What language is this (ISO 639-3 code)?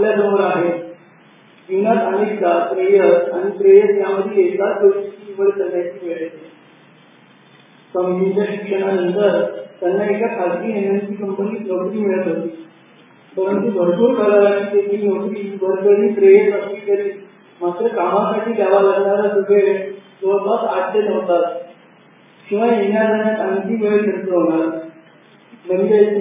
mar